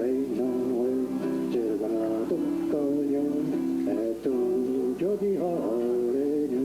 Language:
Mohawk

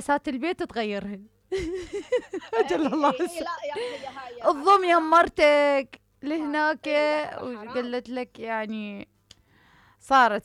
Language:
Mesopotamian Arabic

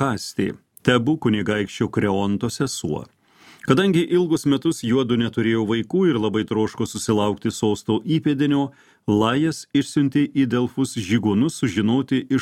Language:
Lithuanian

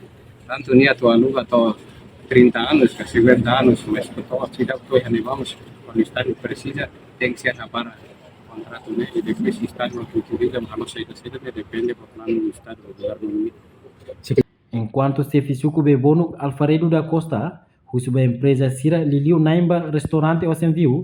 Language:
Tetum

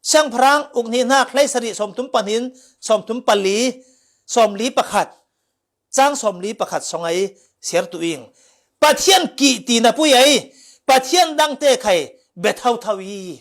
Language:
Falam Chin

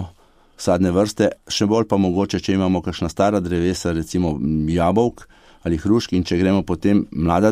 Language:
Slovenian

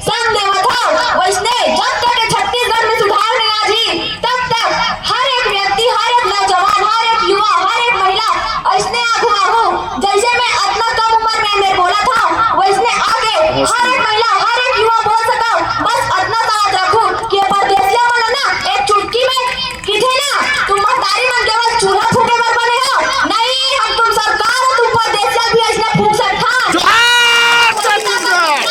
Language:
Chhattisgarhi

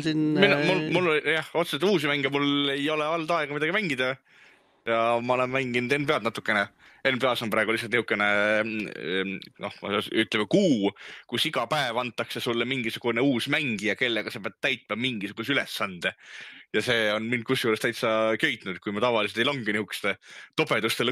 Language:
Estonian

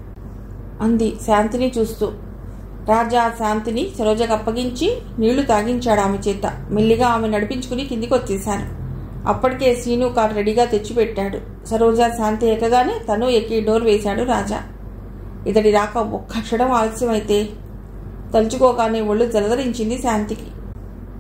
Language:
Telugu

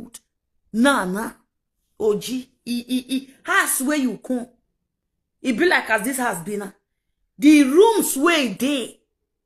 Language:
Nigerian Pidgin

